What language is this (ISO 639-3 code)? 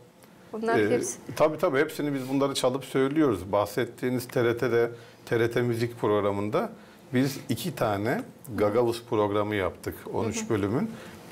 gag